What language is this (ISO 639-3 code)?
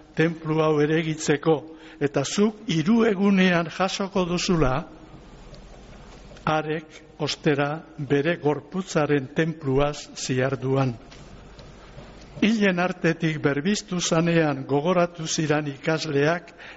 eus